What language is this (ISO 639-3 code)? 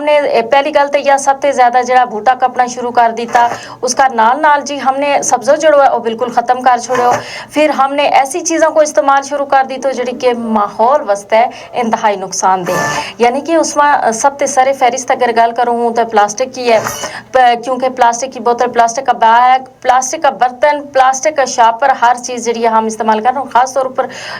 gju